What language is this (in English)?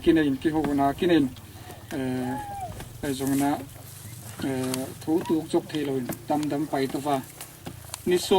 Tedim Chin